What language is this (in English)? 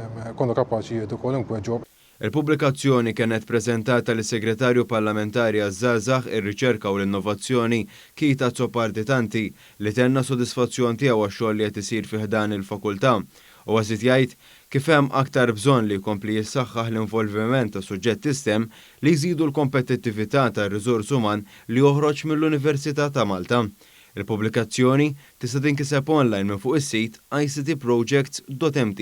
Maltese